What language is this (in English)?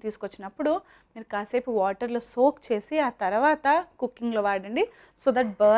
Telugu